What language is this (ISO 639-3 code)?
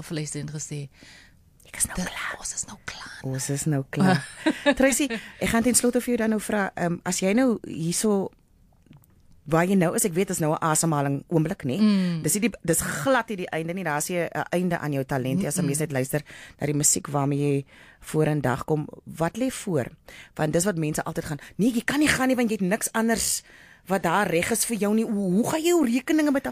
afr